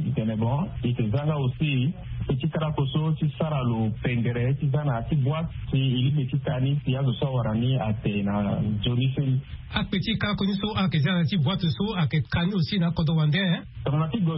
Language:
Sango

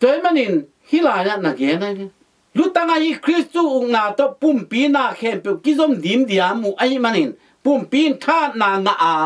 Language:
Tedim Chin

